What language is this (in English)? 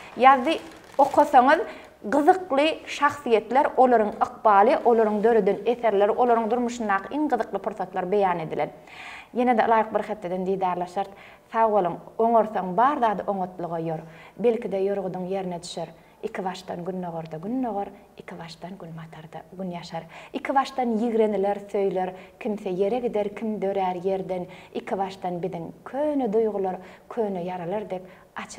Turkmen